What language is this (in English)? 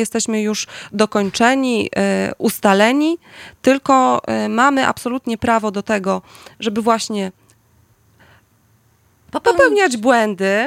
Polish